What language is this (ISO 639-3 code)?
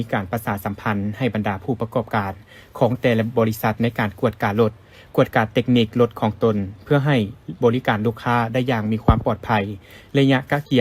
lao